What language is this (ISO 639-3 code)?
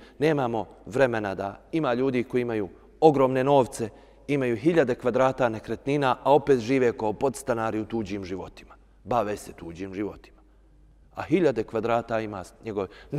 bos